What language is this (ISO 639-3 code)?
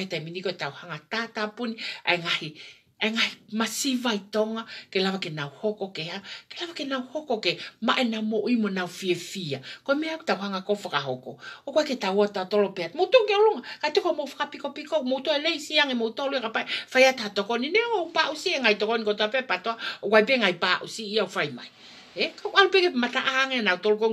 ton